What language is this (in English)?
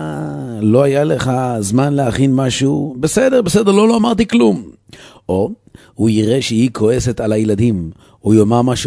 Hebrew